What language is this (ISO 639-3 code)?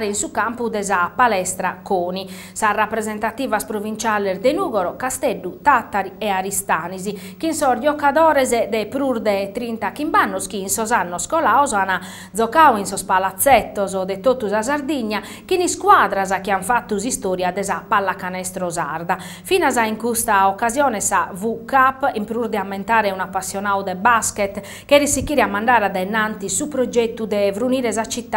srd